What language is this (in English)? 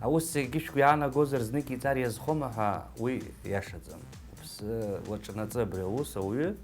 Abkhazian